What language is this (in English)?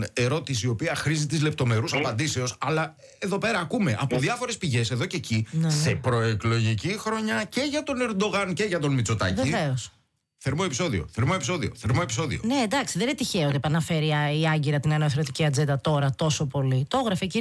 Greek